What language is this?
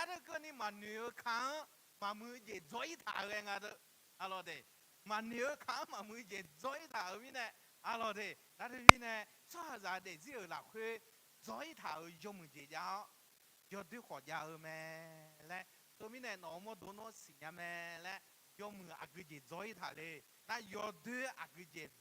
Akha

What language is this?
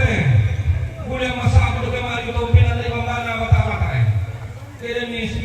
Toraja-Sa'dan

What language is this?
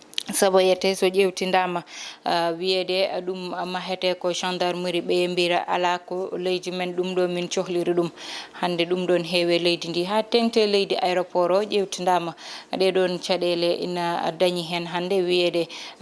Fula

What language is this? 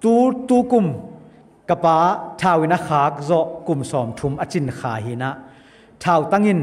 Tedim Chin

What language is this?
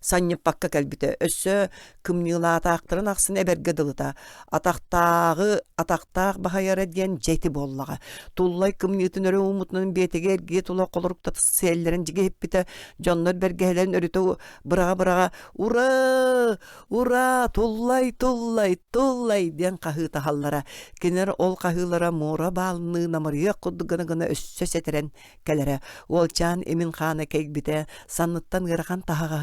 Yakut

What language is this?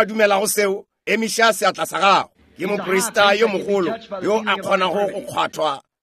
Northern Sotho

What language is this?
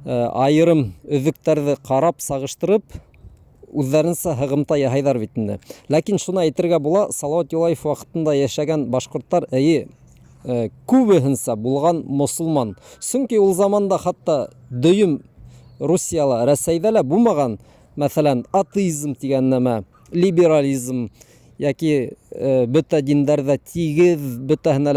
Bashkir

